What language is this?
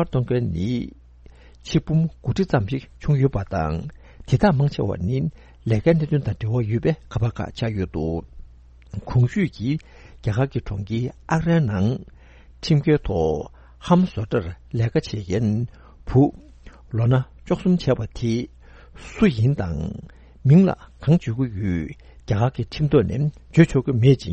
Tibetan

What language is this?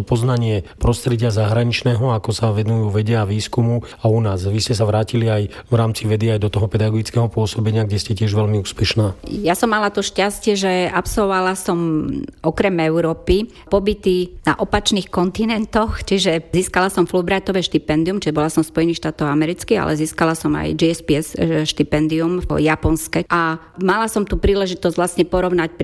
Slovak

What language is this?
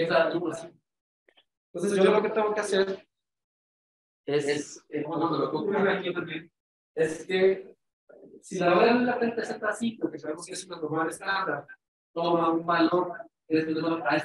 Spanish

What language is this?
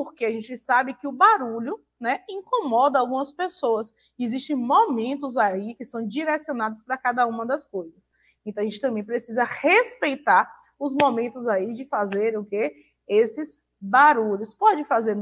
Portuguese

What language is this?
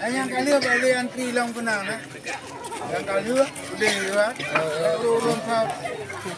Achinese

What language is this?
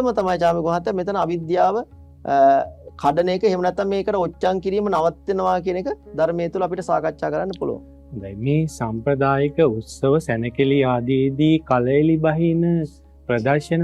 Sinhala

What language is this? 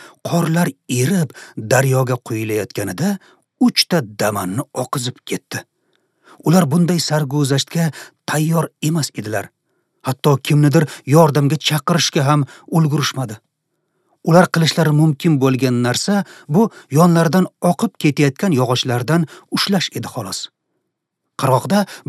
Uzbek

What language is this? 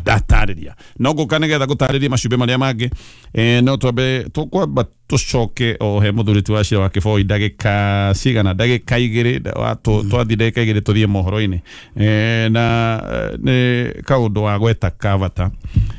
Kikuyu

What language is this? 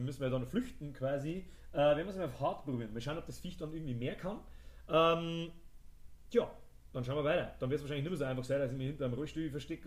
Bavarian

